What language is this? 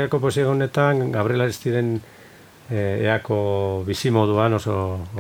Basque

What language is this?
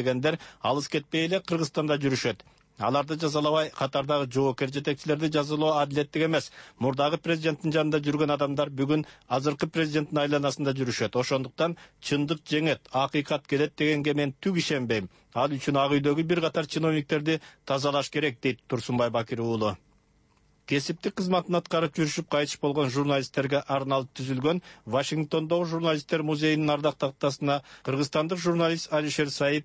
Kyrgyz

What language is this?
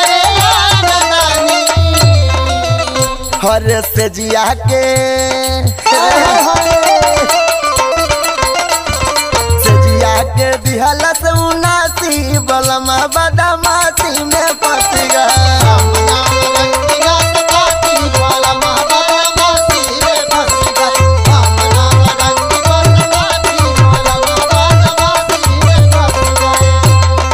Bhojpuri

